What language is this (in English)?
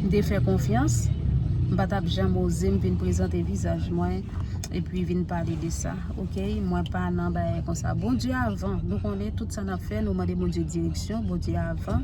Haitian Creole